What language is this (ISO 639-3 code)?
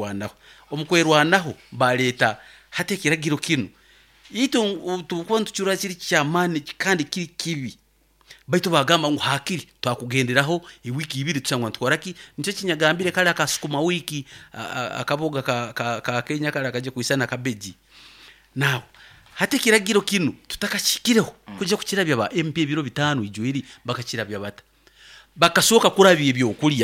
nyn